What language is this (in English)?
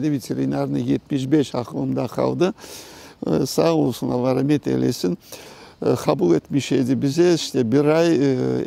Crimean Tatar